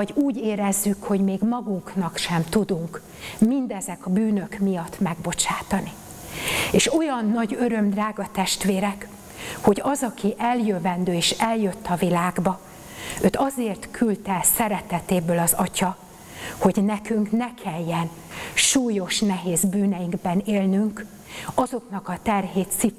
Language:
Hungarian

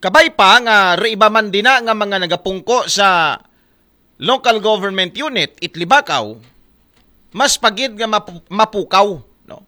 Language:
Aklanon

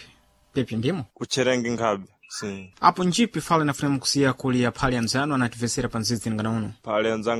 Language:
Sena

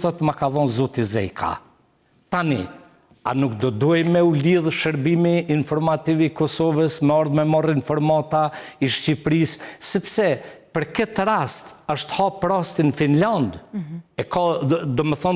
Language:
Albanian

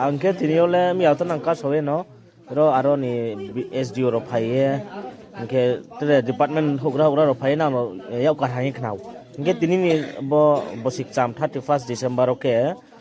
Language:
Riang (India)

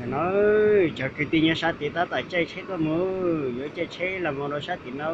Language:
Hmong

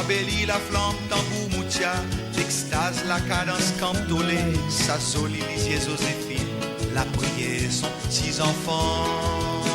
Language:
Morisyen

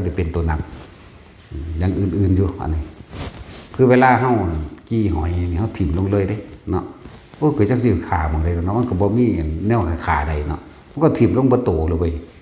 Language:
Northeastern Thai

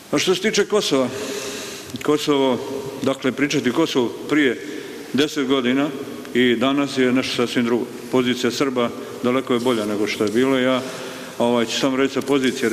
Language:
Serbian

